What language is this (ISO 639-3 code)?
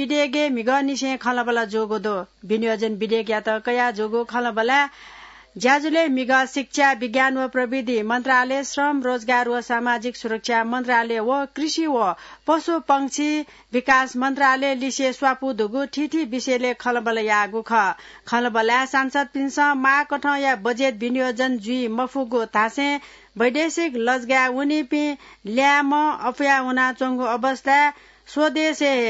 new